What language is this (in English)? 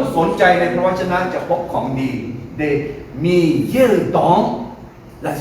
Akha